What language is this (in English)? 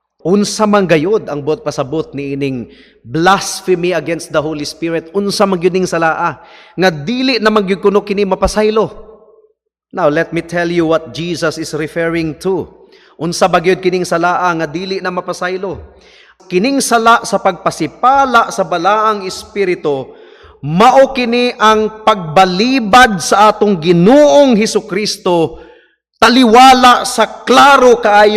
Cebuano